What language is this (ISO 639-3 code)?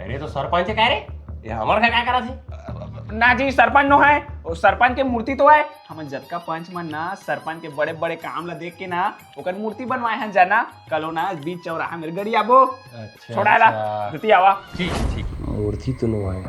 hne